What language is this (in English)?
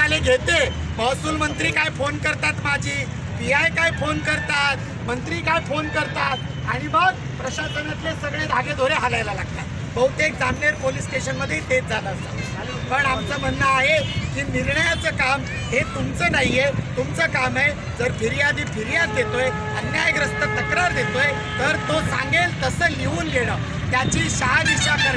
Marathi